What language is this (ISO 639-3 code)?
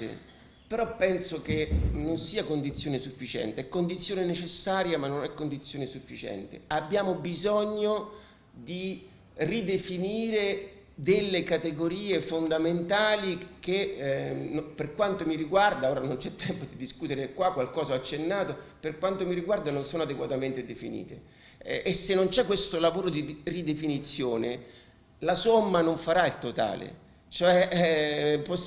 ita